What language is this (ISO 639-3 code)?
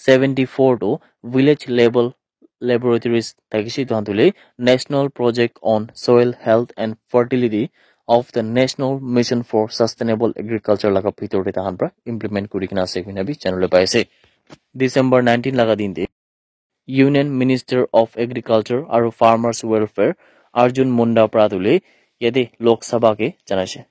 nag